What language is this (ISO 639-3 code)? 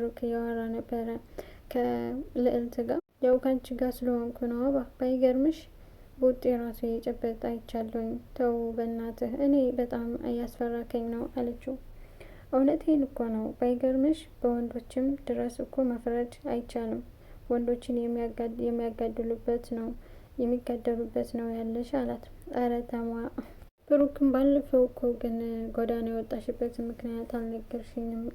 amh